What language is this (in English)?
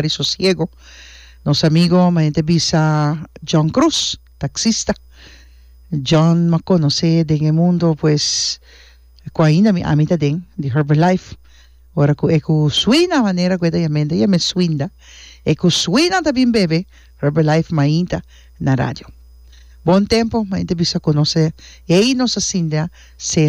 Papiamento